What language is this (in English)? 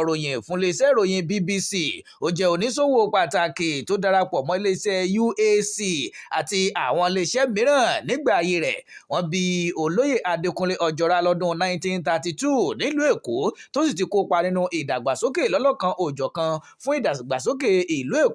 Yoruba